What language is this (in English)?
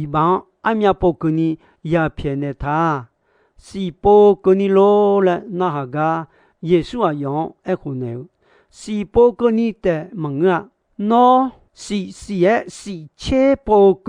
Akha